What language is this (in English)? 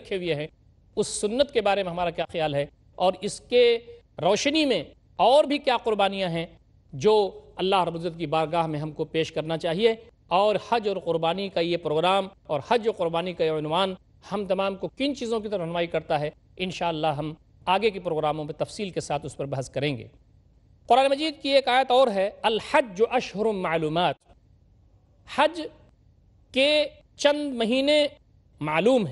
Urdu